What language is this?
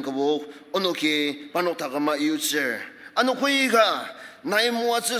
Ao Naga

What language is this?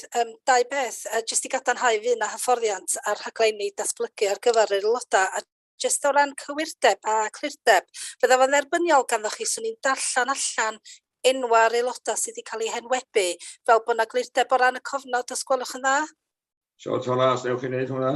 Welsh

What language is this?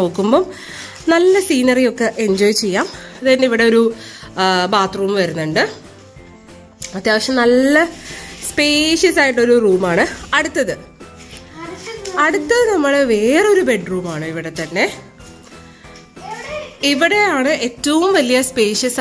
Malayalam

